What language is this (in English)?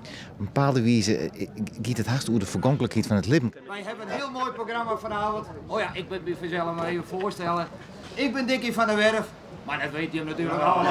Western Frisian